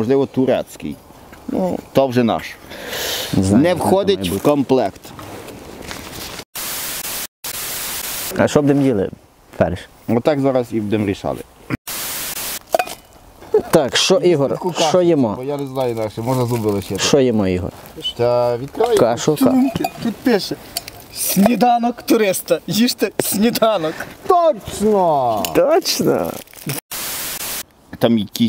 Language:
Ukrainian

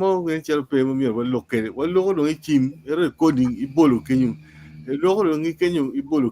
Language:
Acoli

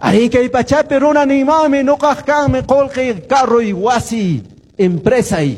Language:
Quechua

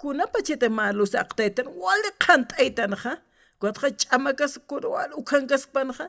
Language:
Aymara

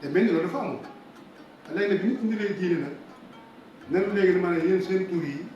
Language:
Wolof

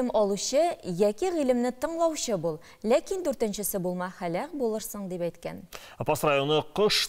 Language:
Tatar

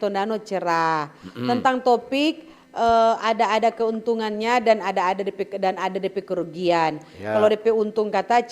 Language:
Manado Malay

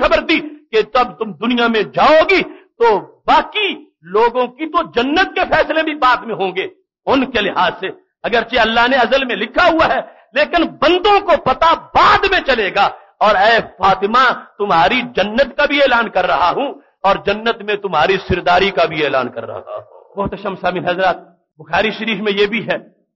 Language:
Urdu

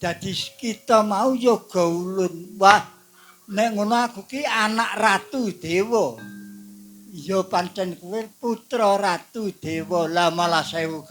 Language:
Javanese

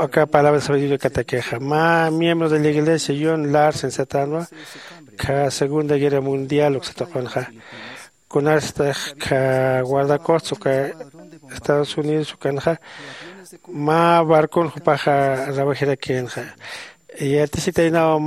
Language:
Aymara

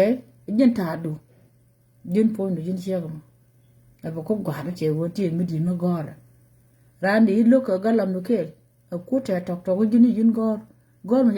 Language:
Nuer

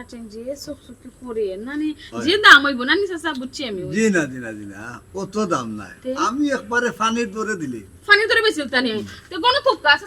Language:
Sylheti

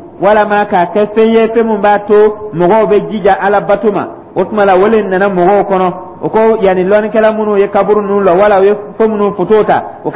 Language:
Dyula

